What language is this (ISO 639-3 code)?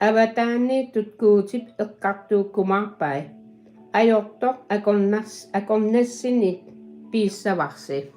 kal